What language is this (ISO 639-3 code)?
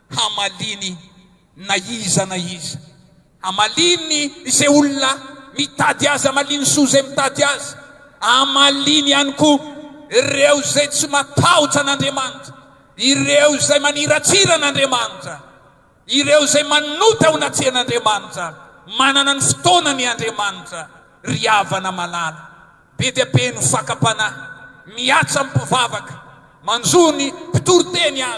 mlg